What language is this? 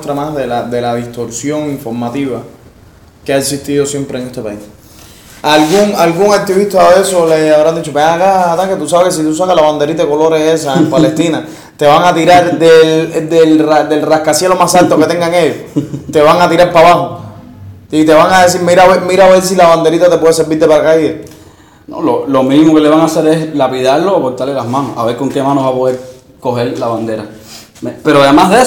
Spanish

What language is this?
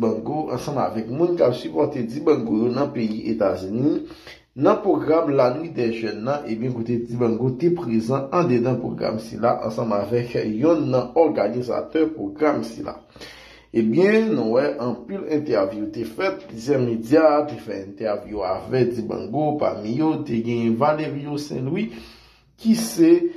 Haitian Creole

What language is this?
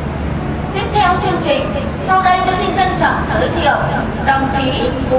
Vietnamese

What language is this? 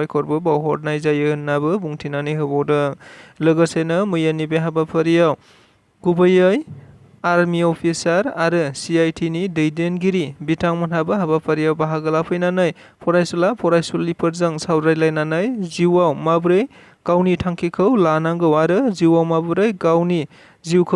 Bodo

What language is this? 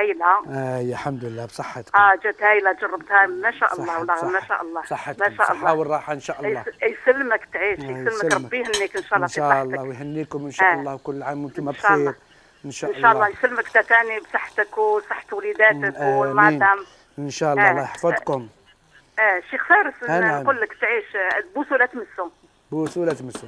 Algerian Arabic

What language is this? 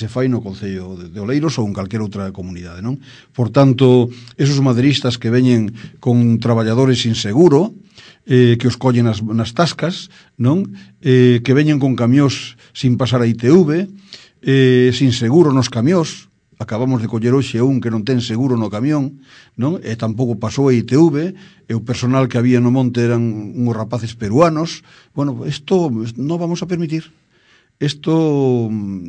Galician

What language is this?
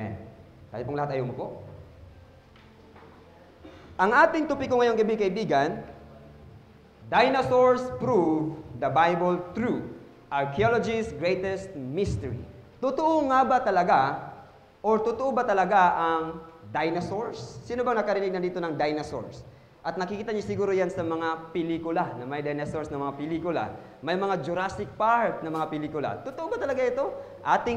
Filipino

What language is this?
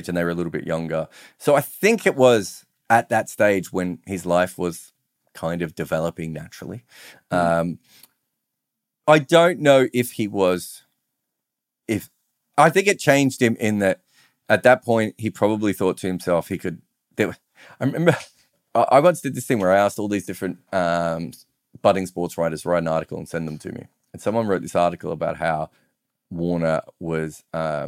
English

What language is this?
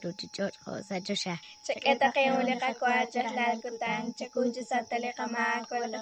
Kekchí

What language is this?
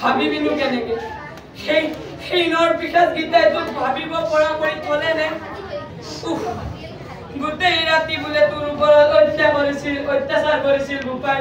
Assamese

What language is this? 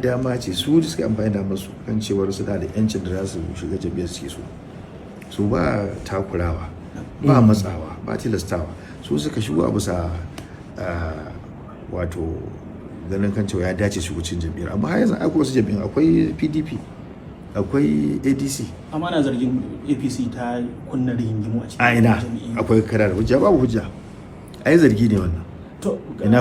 Hausa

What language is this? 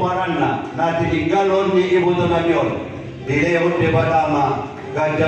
Batak Toba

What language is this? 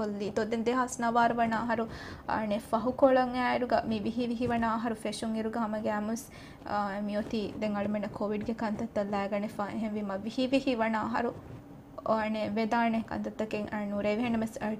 Divehi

